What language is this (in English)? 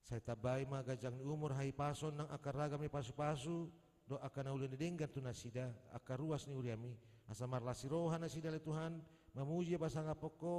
Batak Toba